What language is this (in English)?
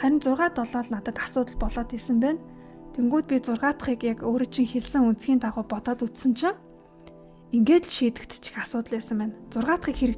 Mongolian